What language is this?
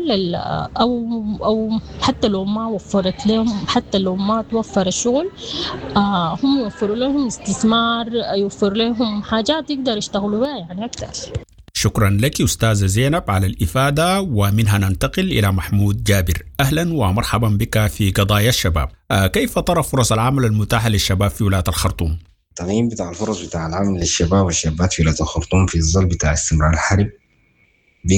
Sudanese Arabic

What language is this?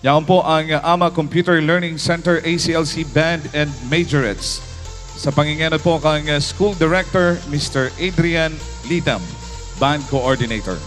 Bikol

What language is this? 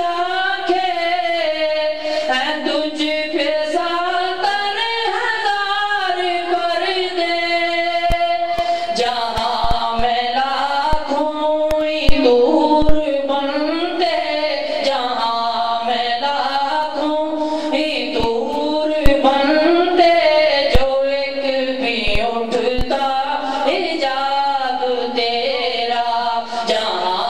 Urdu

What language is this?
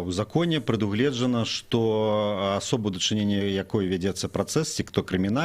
Belarusian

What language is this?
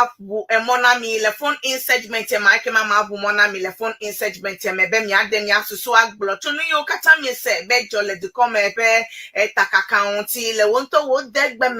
Ewe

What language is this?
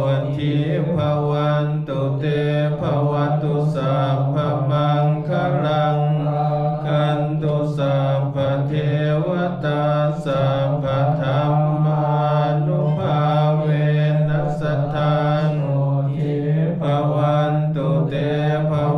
Pali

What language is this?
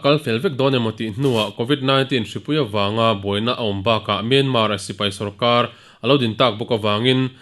Mizo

